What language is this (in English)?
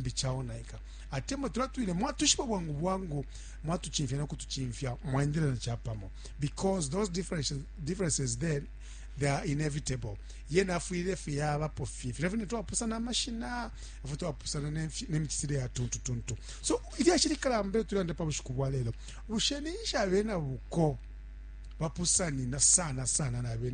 Bemba